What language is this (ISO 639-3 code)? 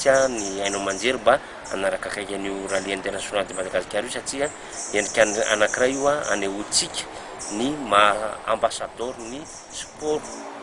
mlg